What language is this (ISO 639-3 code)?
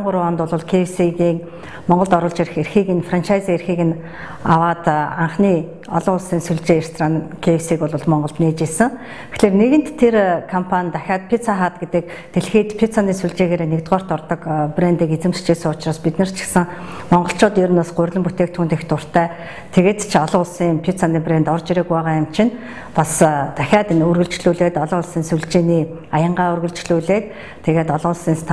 mon